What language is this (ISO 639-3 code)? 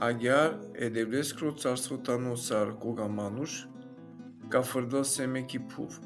rmn